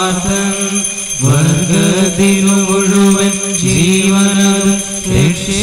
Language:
Malayalam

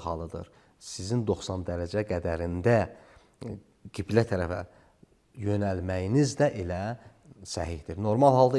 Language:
Azerbaijani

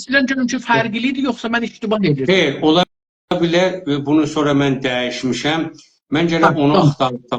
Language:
South Azerbaijani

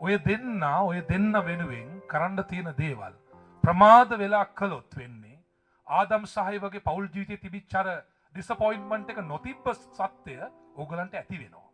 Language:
Sinhala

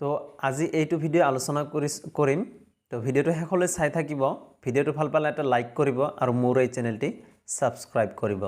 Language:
Assamese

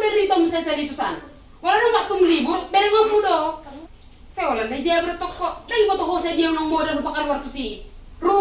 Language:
Batak Toba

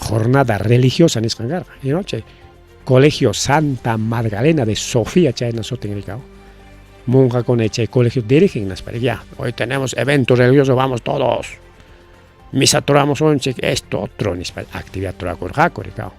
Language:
Ayacucho Quechua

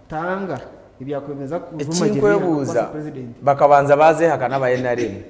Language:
Nyankole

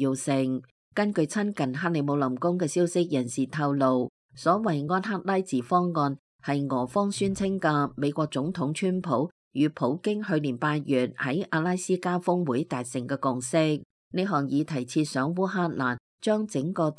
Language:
Cantonese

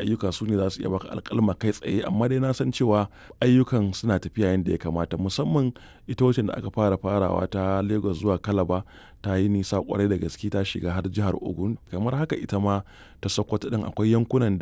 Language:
Hausa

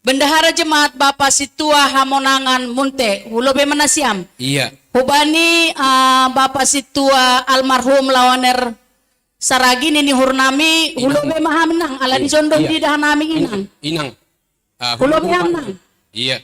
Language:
Batak Simalungun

